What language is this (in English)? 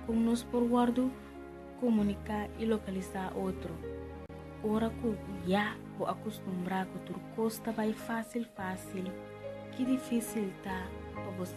Papiamento